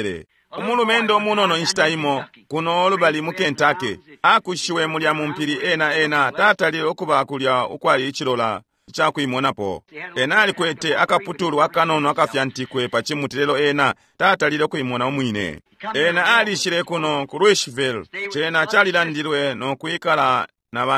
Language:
Bemba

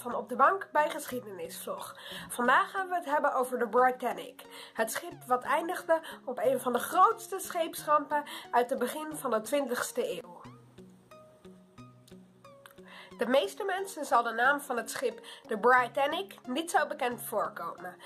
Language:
Dutch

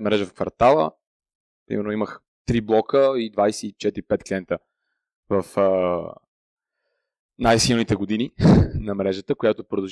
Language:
Bulgarian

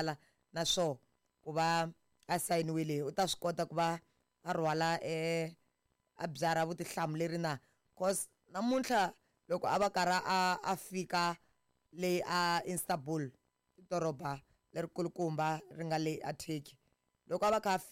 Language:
Tsonga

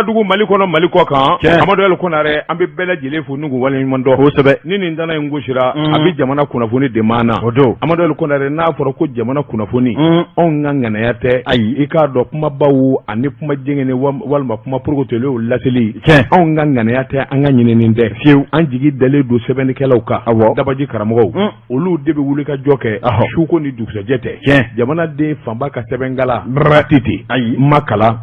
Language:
Bambara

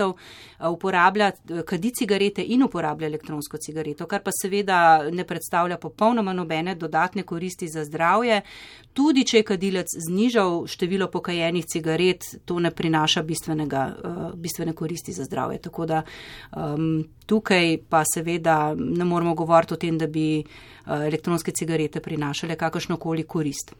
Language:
Slovenian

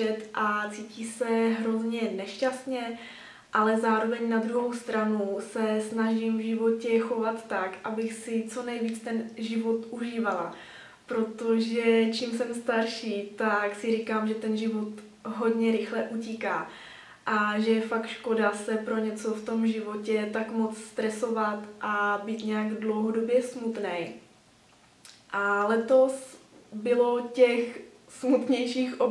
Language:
Czech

